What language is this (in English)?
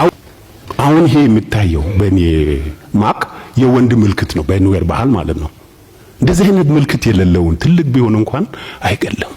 Amharic